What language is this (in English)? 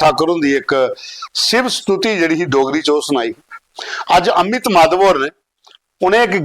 Dogri